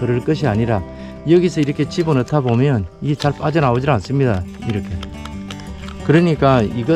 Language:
Korean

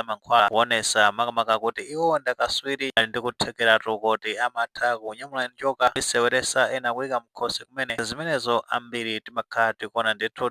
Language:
Nyanja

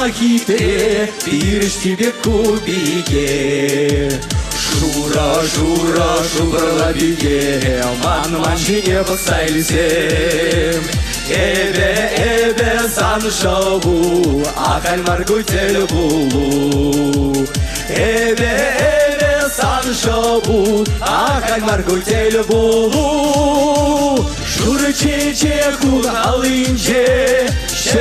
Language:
Chuvash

